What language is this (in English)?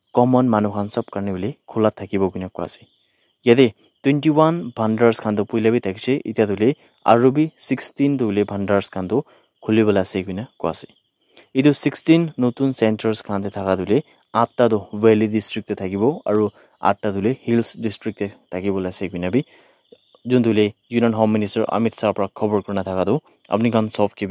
Naga Pidgin